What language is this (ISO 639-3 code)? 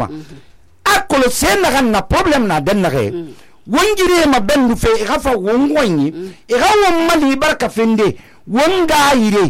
sus